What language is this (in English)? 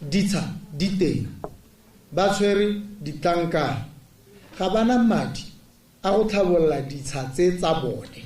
Tswana